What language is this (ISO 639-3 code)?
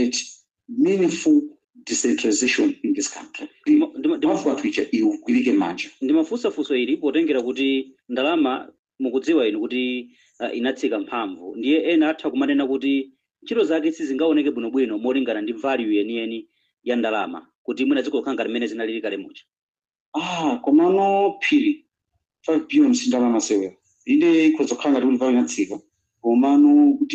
nya